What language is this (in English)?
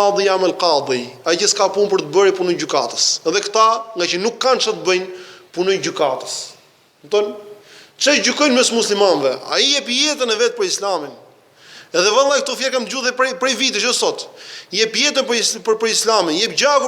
Albanian